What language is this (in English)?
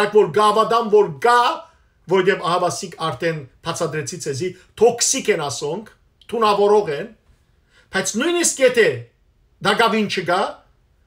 Western Armenian